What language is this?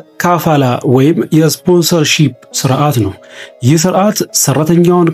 Amharic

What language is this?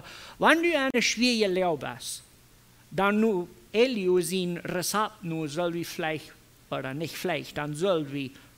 Plautdietsch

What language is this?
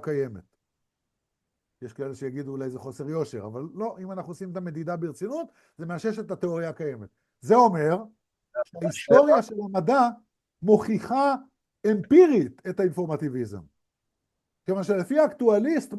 Hebrew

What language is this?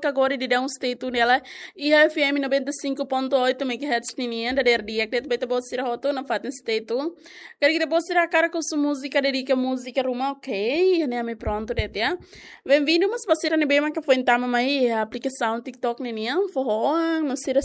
Tetum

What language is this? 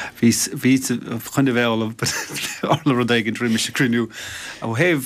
Irish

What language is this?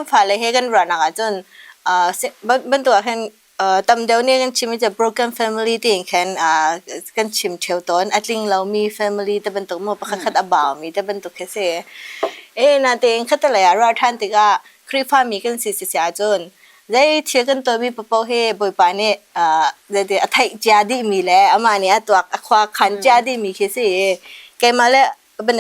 Hakha Chin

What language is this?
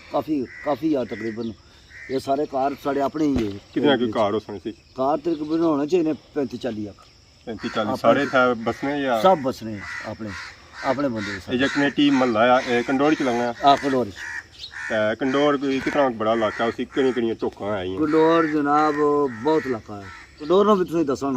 Pahari-Potwari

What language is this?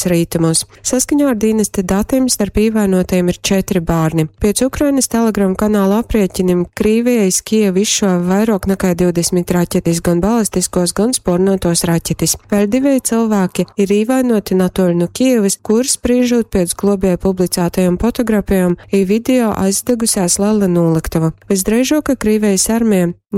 Latgalian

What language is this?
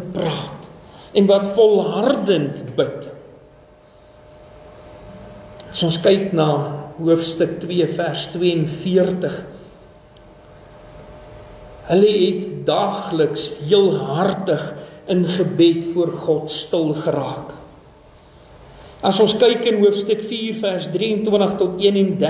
Afrikaans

